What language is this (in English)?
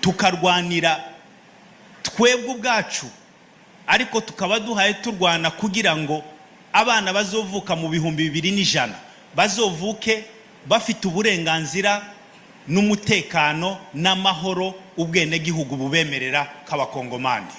Kinyarwanda